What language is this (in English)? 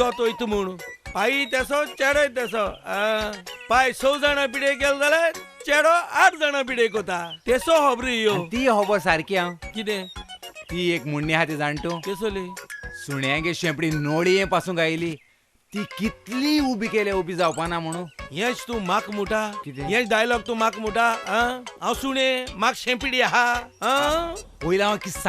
Konkani